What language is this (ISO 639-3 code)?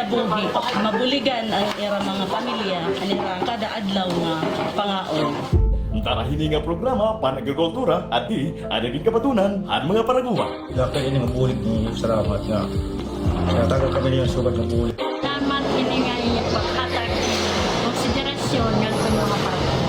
war